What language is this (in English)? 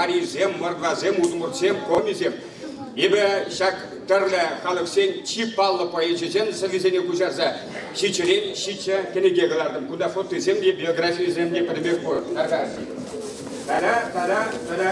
Chuvash